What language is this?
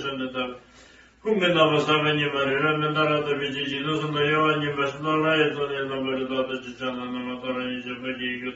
Tibetan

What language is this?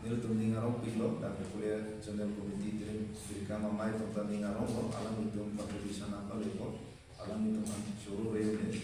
Karbi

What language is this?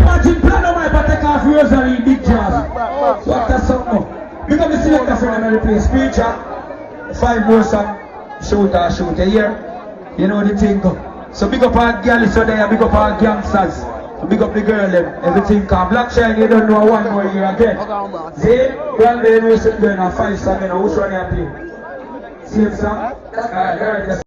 Jamaican Creole English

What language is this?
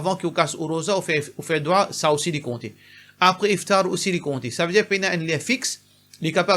Morisyen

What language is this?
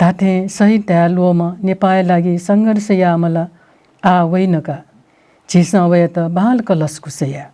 Newari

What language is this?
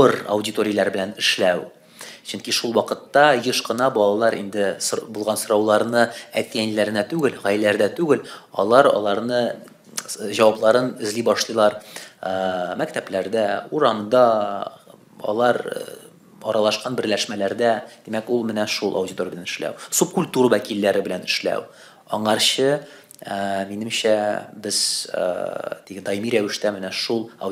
Tatar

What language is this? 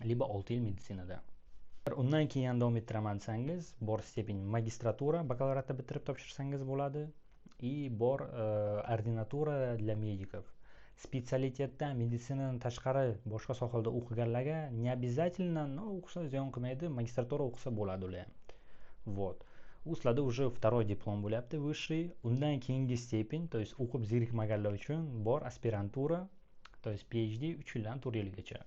Uzbek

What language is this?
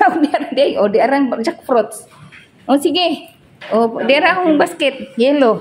Cebuano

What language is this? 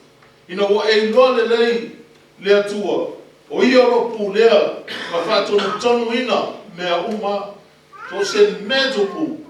Samoan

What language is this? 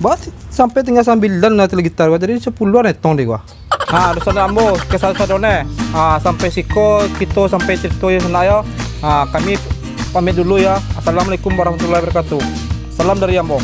Minangkabau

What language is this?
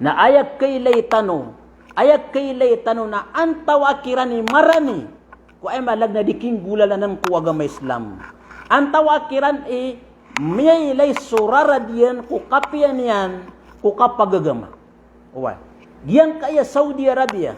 Maranao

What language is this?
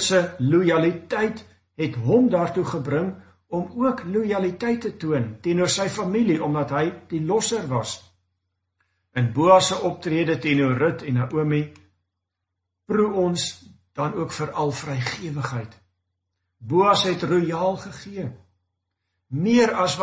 Afrikaans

